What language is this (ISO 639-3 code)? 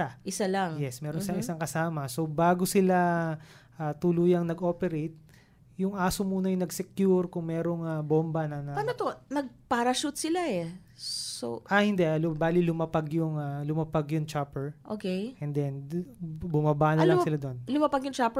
fil